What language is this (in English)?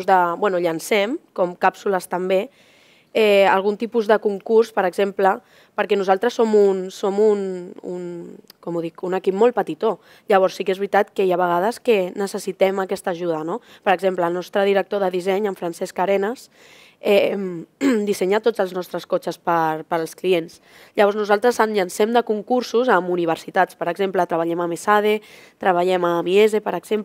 Catalan